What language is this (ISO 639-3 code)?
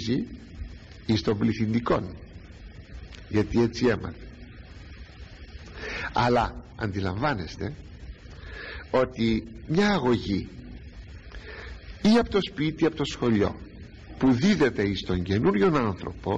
ell